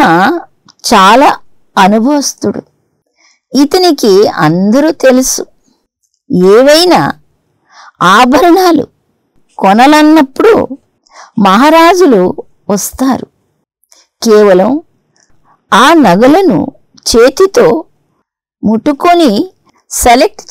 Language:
Telugu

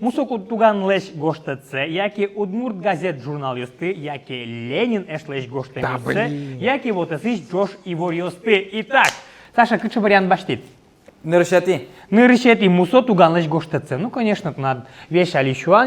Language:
Udmurt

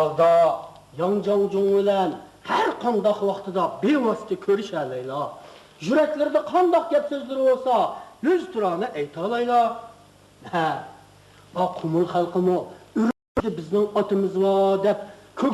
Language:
Uyghur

